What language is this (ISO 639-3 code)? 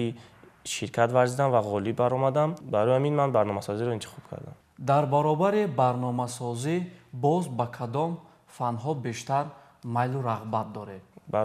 tgk